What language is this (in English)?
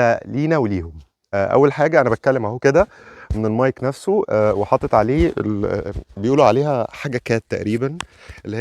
Egyptian Arabic